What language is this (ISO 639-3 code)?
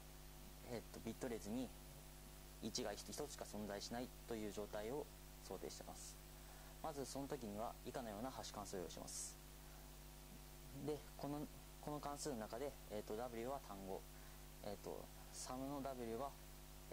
jpn